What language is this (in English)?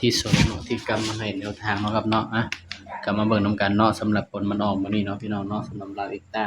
Northeastern Thai